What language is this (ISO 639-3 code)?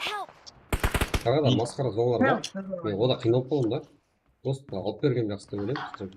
kaa